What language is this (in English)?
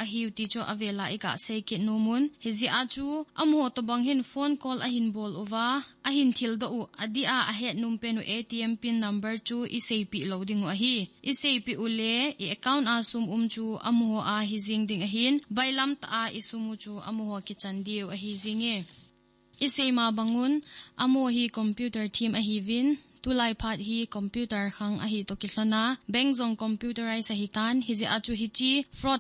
Thado Chin